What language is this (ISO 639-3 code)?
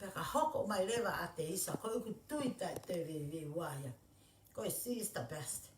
ton